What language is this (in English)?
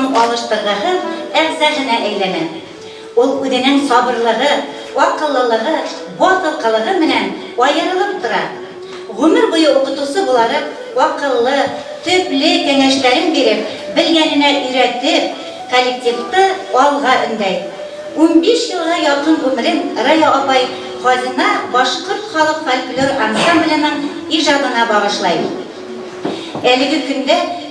Bashkir